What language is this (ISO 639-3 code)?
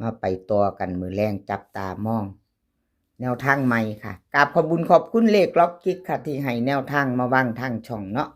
lao